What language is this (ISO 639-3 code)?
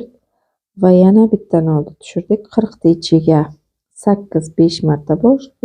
uzb